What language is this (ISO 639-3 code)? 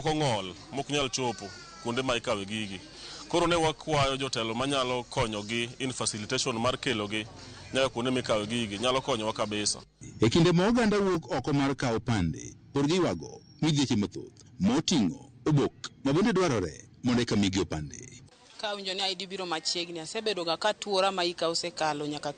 luo